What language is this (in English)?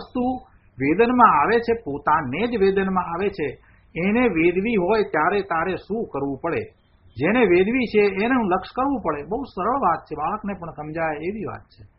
Gujarati